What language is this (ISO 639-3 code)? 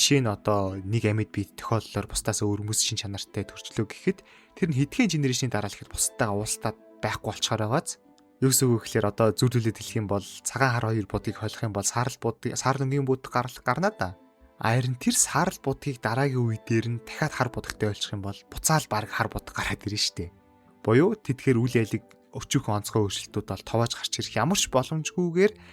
mon